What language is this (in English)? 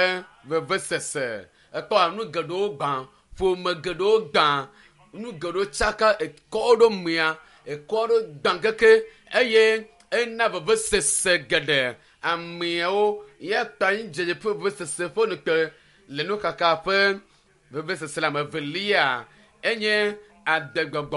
Ewe